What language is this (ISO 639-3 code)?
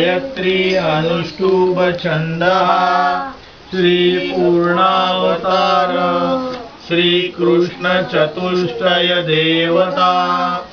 mar